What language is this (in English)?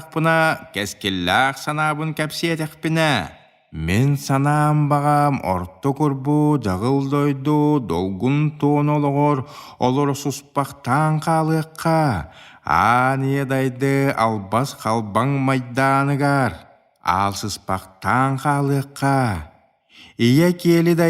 Yakut